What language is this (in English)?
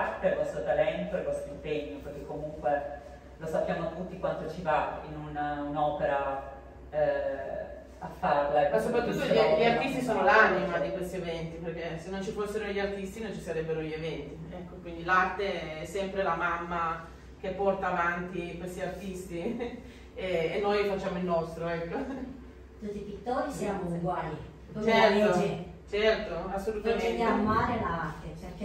Italian